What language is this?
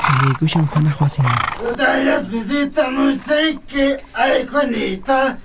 South Bolivian Quechua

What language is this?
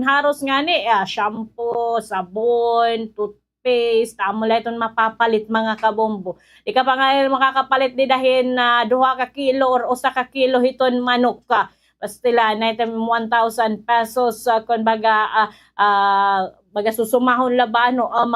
Waray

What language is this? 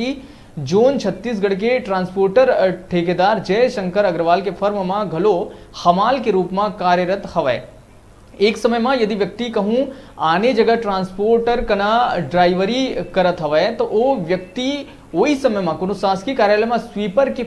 Chhattisgarhi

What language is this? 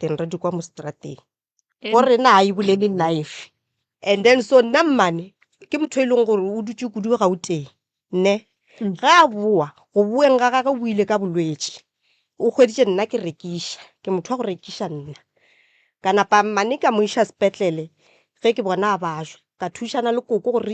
Northern Sotho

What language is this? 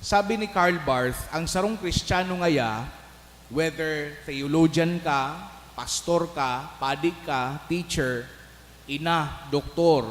Bikol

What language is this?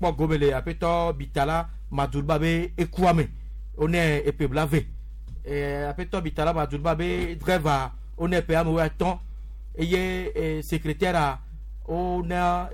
Gen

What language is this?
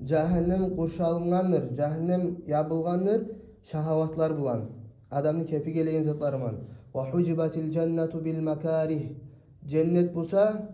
Kumyk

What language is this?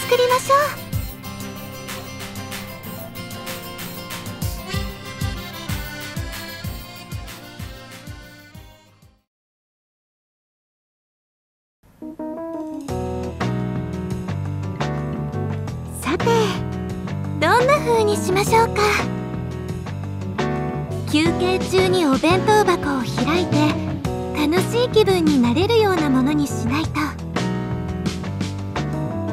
Japanese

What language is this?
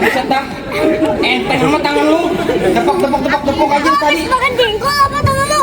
Betawi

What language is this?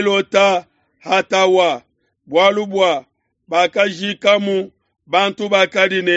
Luba-Lulua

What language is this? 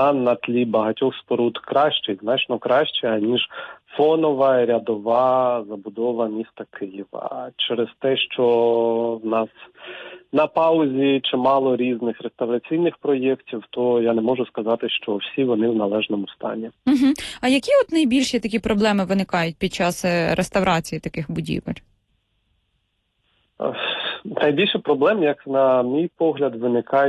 Ukrainian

